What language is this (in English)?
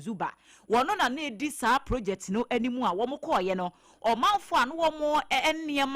Akan